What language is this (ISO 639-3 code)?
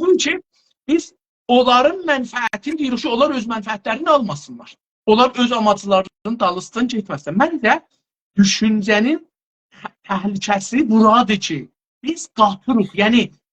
azb